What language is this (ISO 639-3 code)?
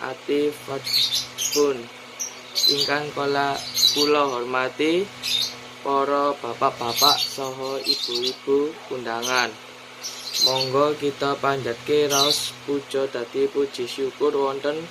jav